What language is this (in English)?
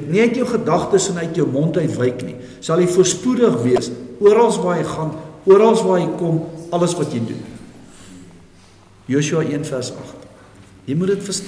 Afrikaans